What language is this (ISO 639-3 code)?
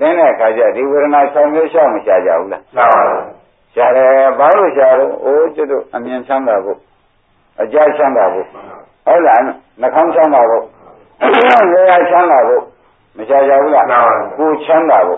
mya